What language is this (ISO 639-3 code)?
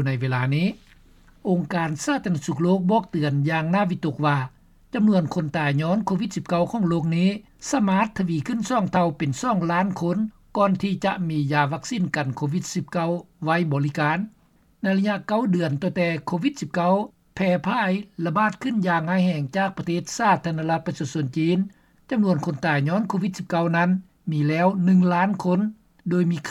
lao